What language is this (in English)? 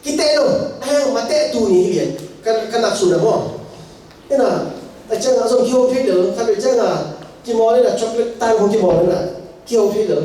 Tedim Chin